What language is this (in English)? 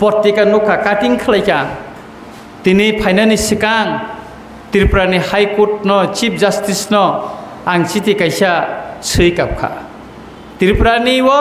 Kok Borok